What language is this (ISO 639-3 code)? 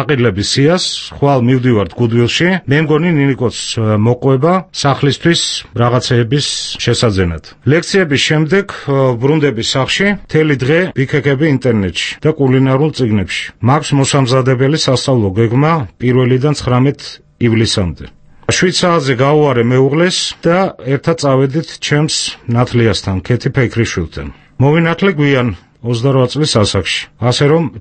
kat